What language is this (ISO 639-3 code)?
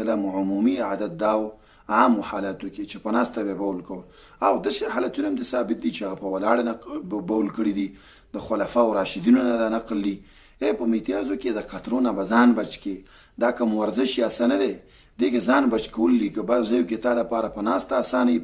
pus